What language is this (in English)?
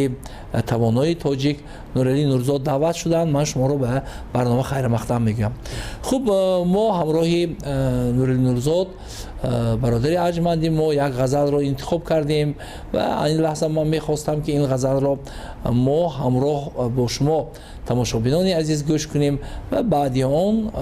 Tajik